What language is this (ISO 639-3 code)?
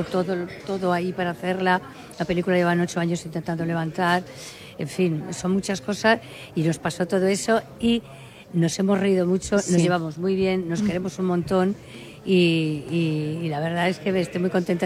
spa